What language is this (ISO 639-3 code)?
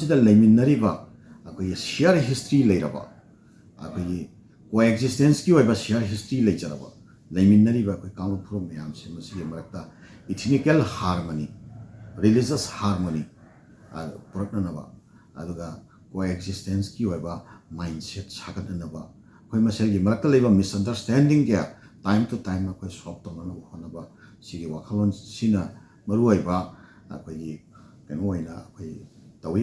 mni